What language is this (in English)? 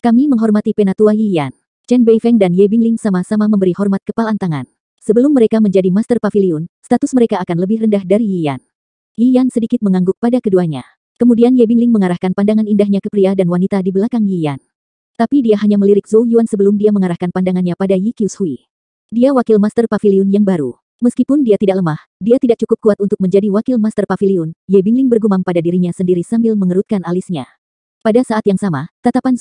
Indonesian